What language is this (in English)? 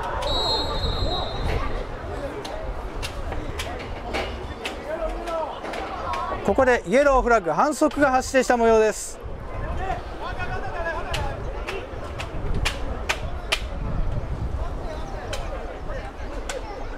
Japanese